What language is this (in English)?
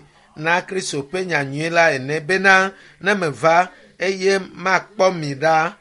Ewe